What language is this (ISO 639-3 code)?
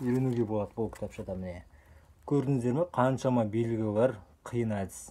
kaz